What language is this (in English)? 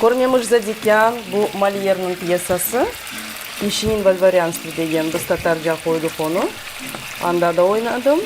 Crimean Tatar